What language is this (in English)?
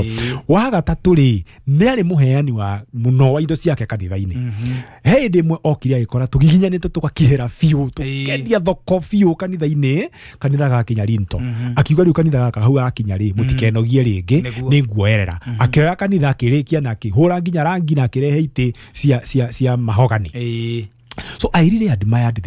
Kikuyu